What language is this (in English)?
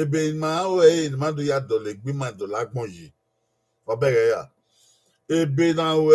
Bini